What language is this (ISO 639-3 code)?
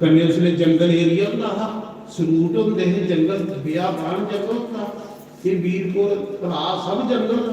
doi